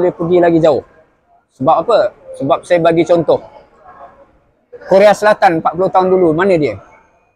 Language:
Malay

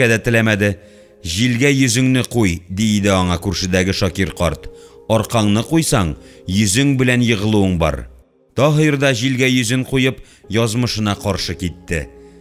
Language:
Tatar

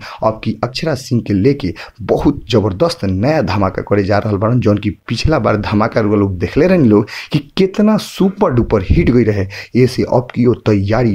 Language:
Bhojpuri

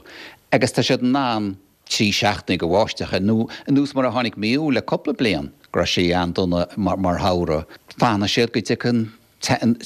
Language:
Irish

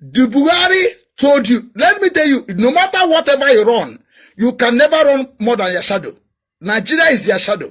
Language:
Igbo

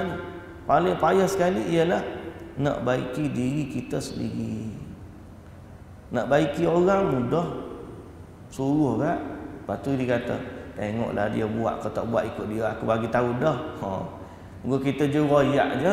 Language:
Malay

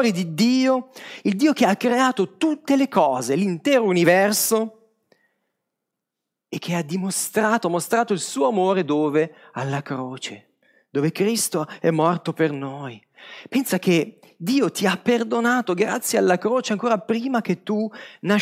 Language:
Italian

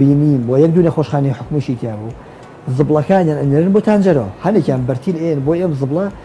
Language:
Central Kurdish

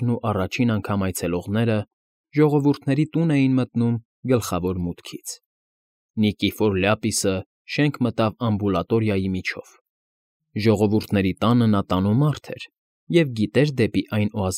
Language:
Armenian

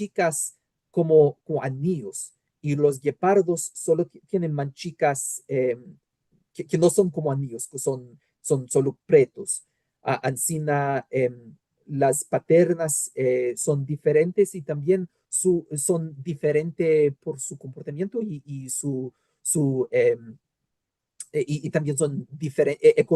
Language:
Ladino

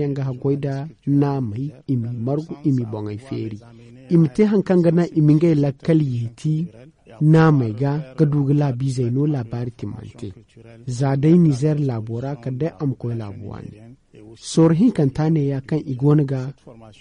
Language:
Zarma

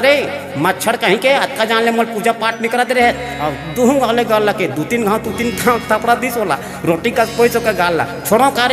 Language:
Chhattisgarhi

